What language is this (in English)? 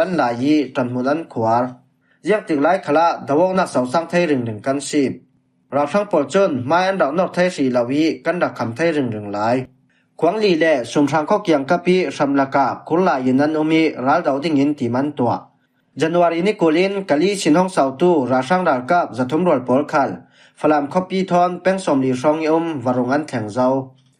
Falam Chin